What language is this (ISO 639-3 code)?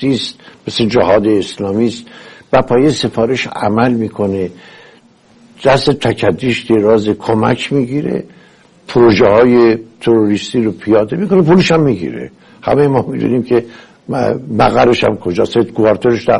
fas